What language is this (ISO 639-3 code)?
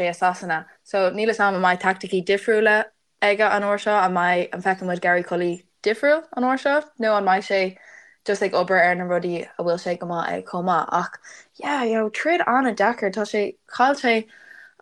gle